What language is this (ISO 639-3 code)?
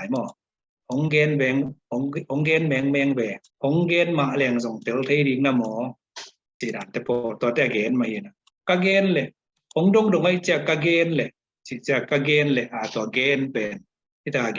ctd